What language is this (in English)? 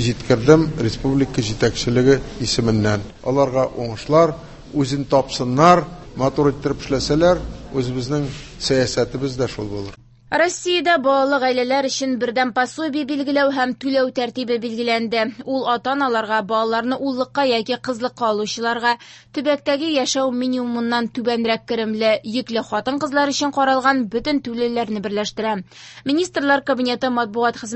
Tatar